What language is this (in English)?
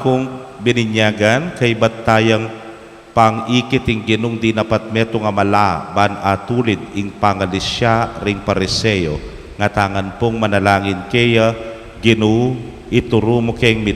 Pampanga